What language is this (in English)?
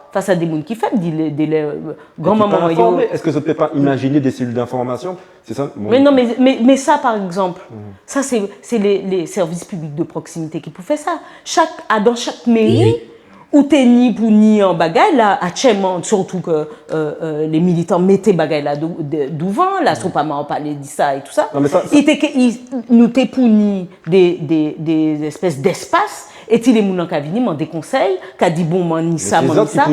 Guadeloupean Creole French